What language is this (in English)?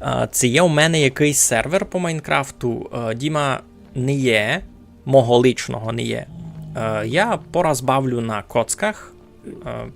Rusyn